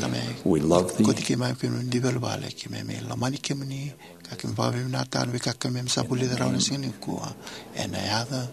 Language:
Fijian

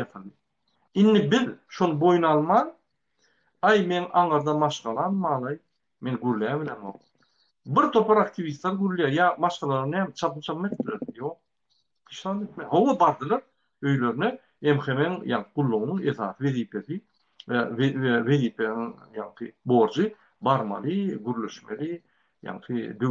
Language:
Turkmen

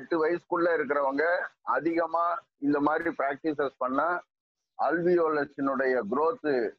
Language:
Tamil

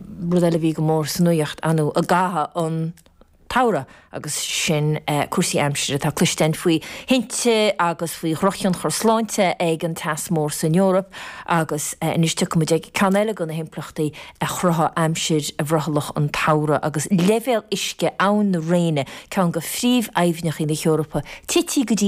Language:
Irish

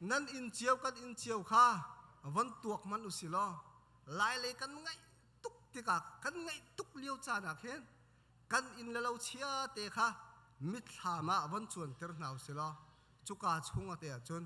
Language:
Hakha Chin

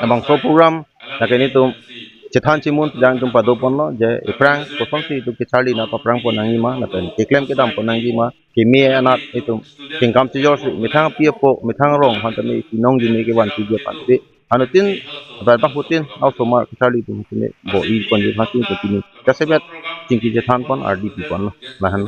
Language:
Karbi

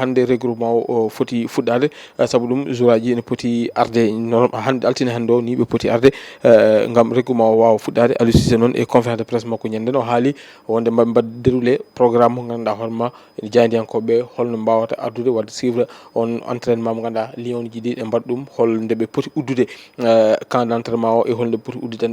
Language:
Fula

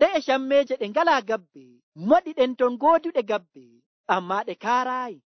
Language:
Nigerian Fulfulde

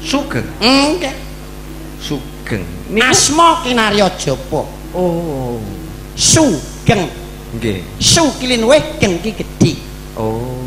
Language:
Javanese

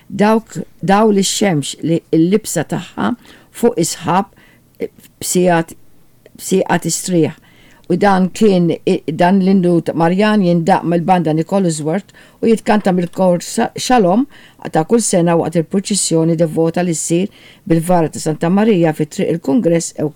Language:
Maltese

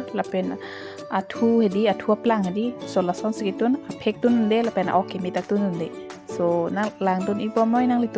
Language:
Karbi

